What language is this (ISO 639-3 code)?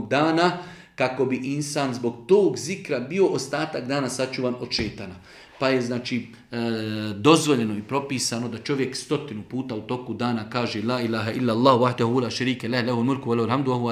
bos